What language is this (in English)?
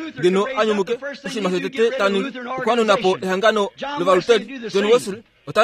Kuanyama